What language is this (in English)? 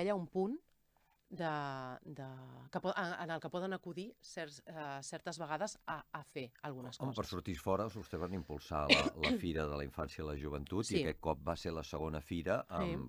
Catalan